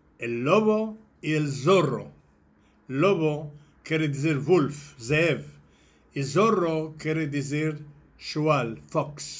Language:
Ladino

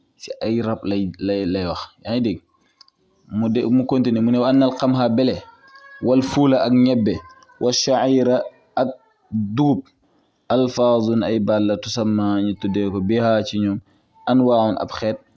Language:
Wolof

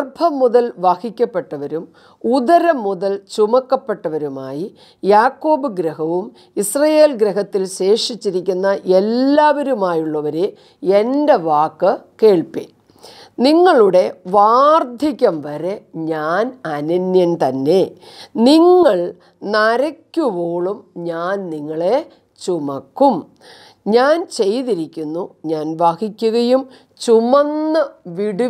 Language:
Malayalam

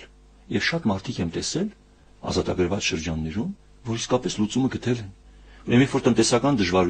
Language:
Armenian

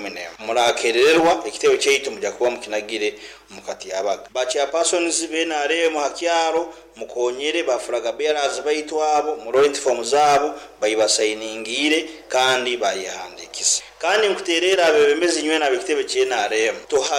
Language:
Nyoro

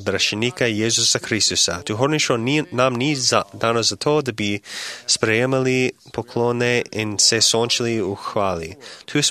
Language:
Slovenian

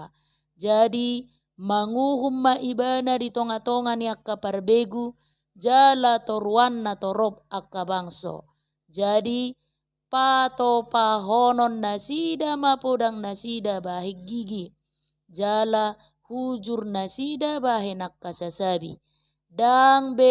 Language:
Batak Toba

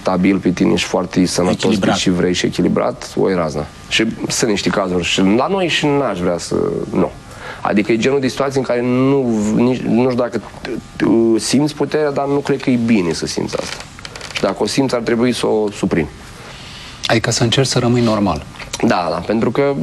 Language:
Romanian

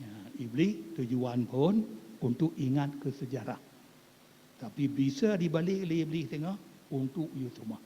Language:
Achinese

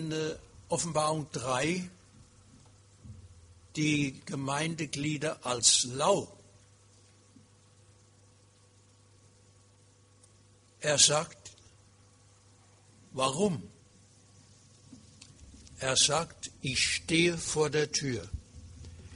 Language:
German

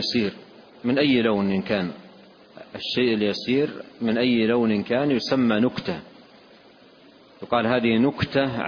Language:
Arabic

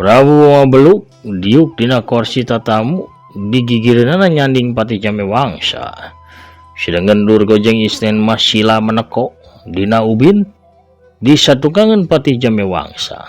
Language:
Sundanese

